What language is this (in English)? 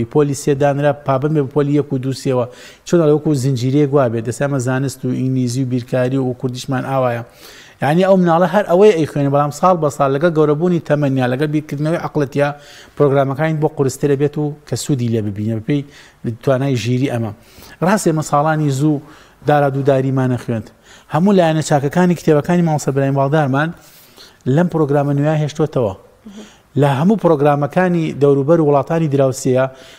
Central Kurdish